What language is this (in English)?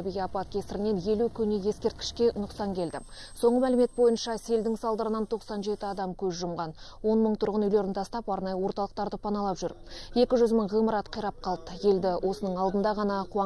Kazakh